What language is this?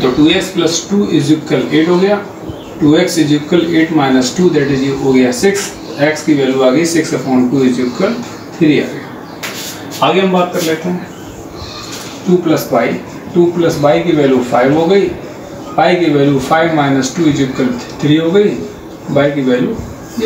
Hindi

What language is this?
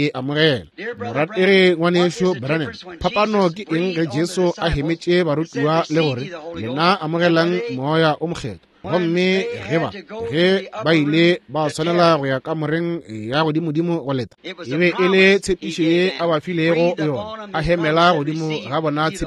Northern Sotho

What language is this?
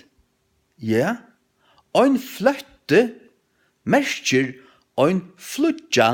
Faroese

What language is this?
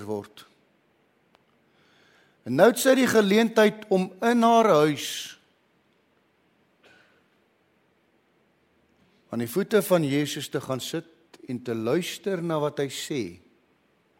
Afrikaans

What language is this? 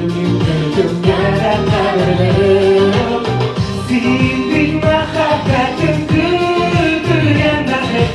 Tatar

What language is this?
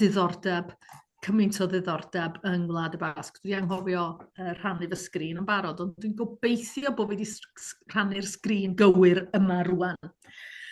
Welsh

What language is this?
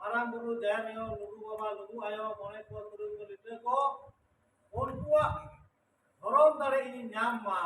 Santali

